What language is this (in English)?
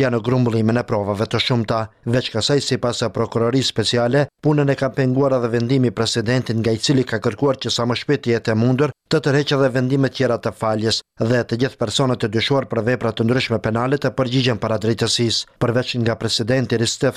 Albanian